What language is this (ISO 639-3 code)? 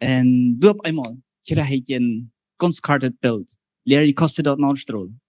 pdt